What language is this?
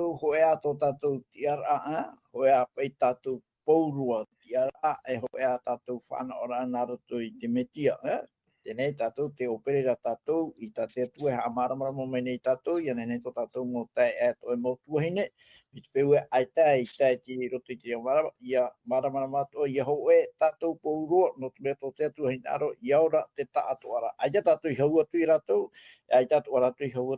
Tahitian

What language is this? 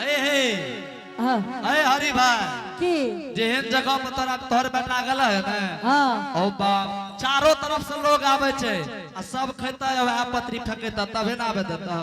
Angika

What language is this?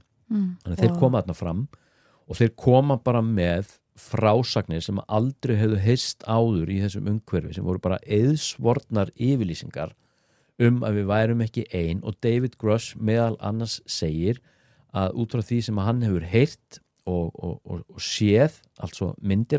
Icelandic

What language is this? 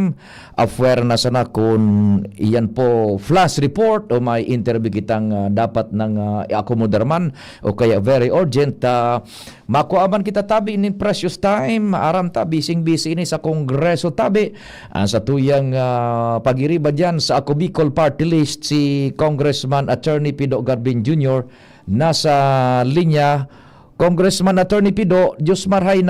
Bikol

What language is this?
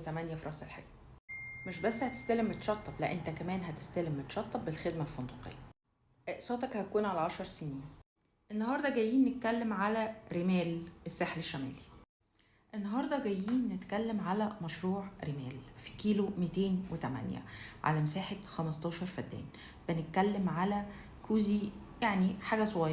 Egyptian Arabic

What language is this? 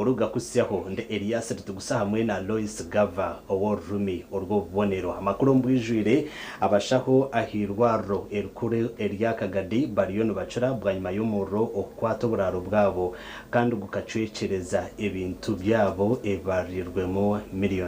Nyankole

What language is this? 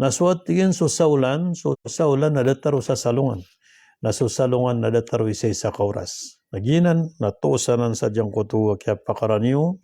Maranao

